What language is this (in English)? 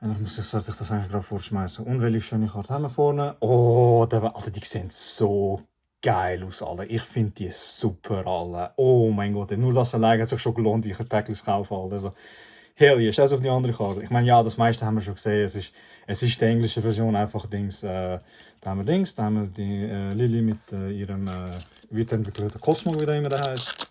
Swiss German